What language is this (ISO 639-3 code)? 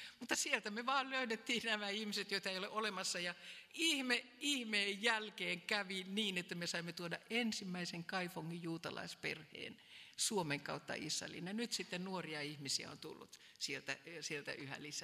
fin